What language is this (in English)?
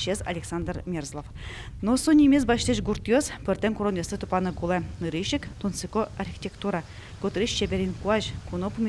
Udmurt